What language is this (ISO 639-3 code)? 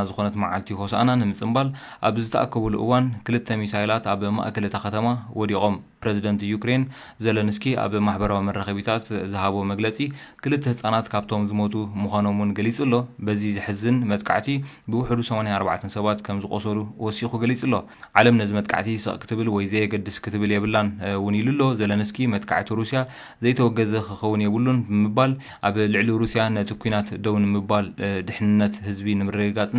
tir